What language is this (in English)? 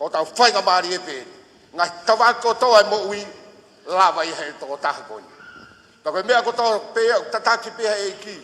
Tongan